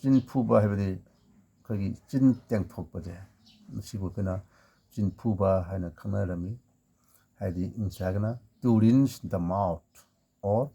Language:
Manipuri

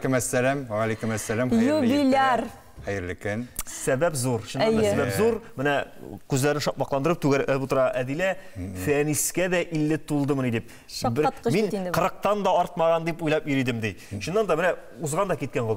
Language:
Tatar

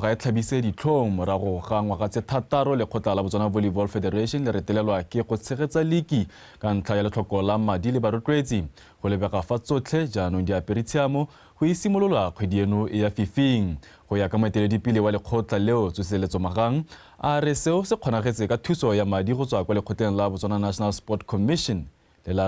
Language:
Tswana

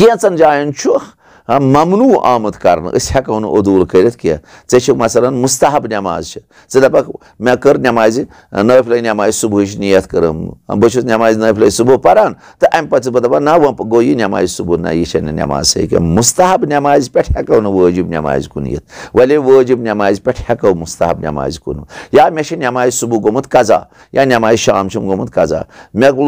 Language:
Kashmiri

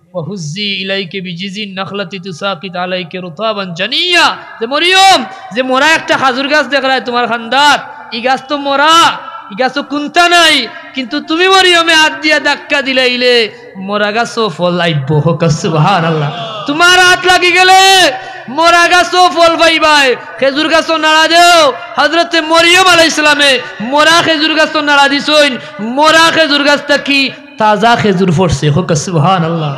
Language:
Sylheti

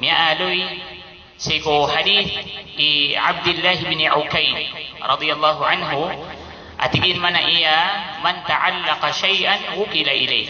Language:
Maranao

